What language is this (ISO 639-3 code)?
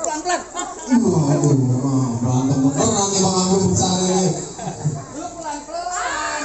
bew